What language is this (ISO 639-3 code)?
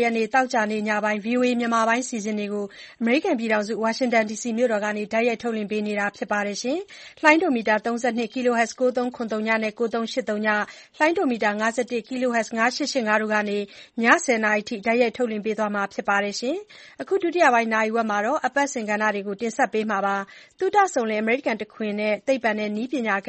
mya